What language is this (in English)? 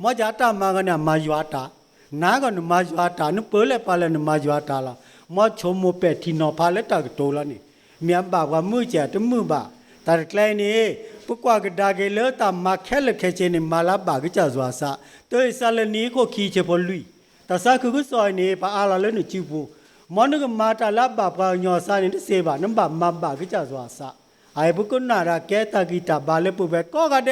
S'gaw Karen